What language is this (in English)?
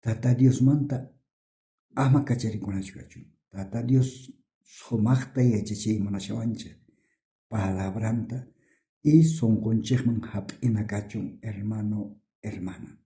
South Bolivian Quechua